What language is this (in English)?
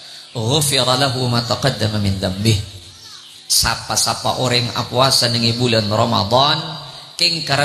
Madurese